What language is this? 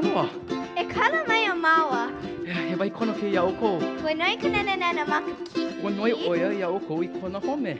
Hawaiian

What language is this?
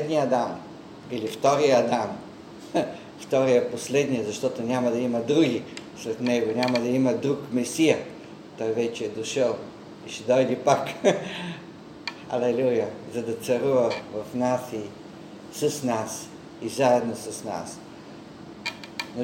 Bulgarian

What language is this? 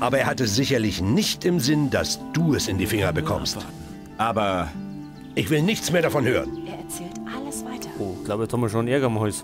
Bavarian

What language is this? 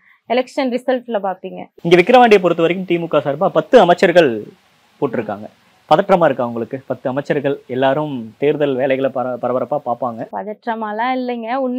Tamil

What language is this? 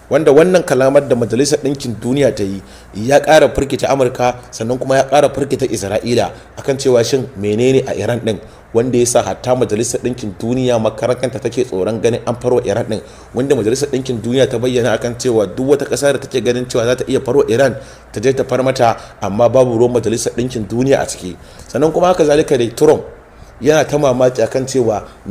Hausa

